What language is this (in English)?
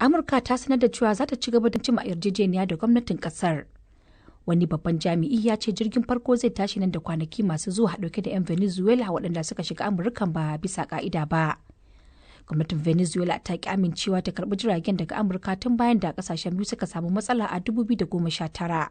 Hausa